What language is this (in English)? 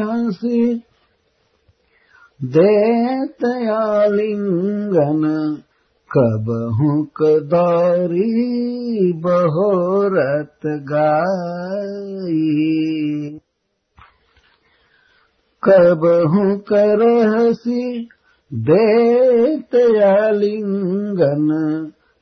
Hindi